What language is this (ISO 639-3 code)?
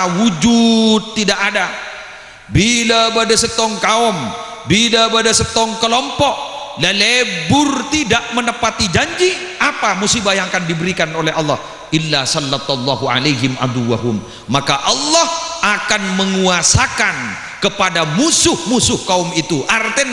mad